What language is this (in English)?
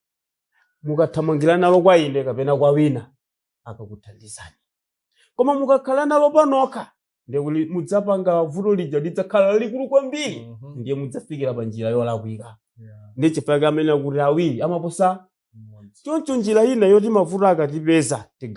Nyanja